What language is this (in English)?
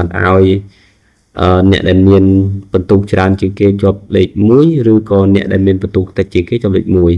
Khmer